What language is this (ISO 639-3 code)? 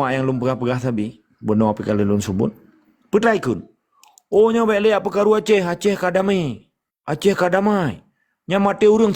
ace